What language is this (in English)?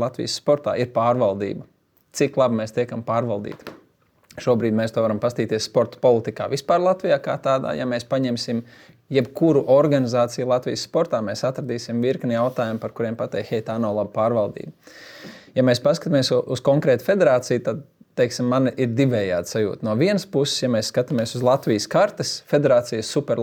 Latvian